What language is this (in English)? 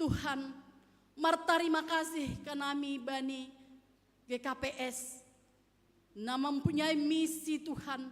Batak Simalungun